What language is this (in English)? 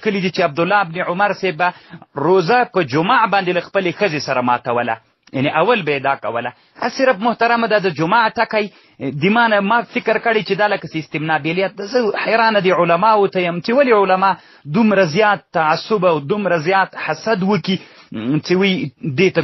Pashto